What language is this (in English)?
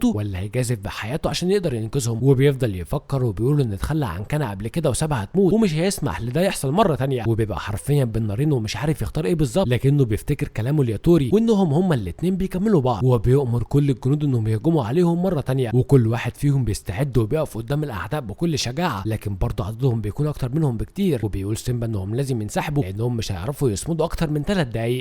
Egyptian Arabic